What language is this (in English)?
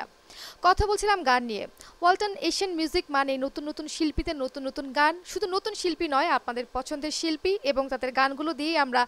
Bangla